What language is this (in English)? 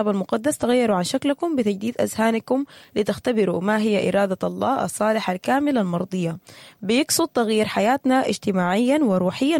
Sudanese Arabic